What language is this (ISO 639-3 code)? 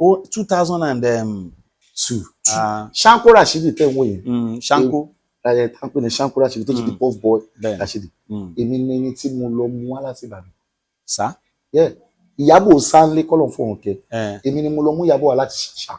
yor